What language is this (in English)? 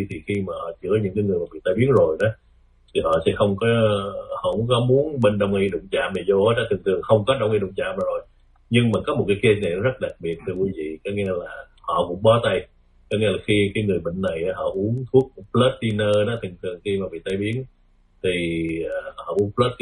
Vietnamese